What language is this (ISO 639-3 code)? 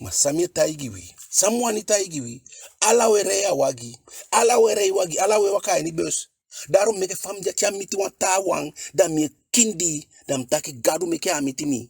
djk